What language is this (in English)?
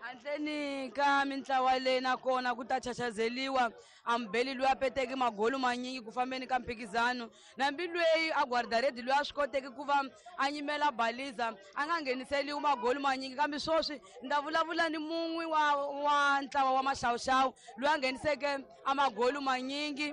Tsonga